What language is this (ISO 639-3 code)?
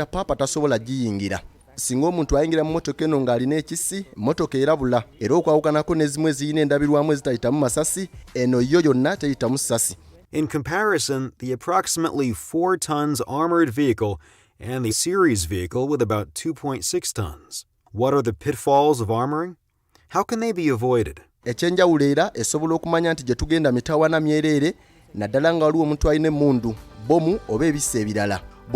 lug